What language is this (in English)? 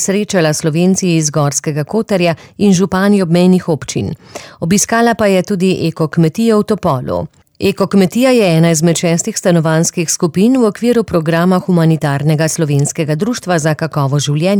Slovenian